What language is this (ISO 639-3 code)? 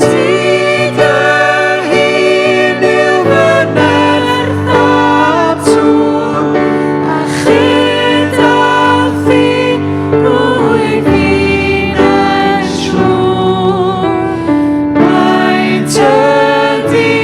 cym